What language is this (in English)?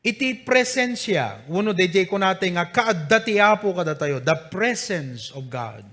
Iloko